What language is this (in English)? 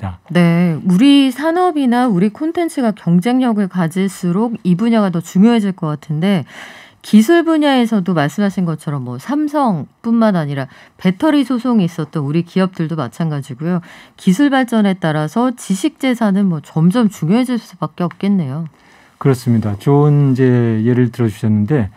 Korean